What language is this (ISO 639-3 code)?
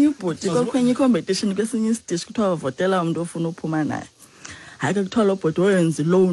xho